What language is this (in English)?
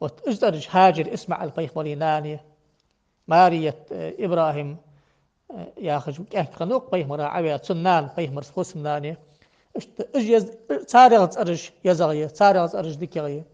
Ingush